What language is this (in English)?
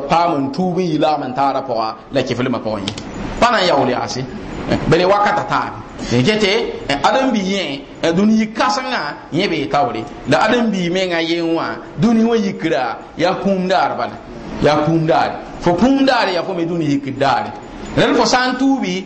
Mossi